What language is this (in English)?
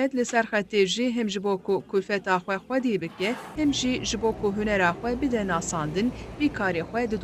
Kurdish